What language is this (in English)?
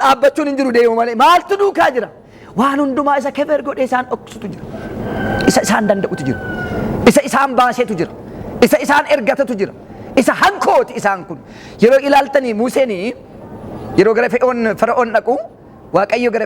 Oromo